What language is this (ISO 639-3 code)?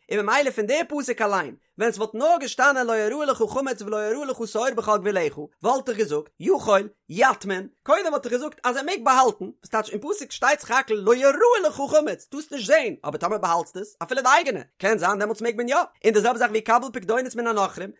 yid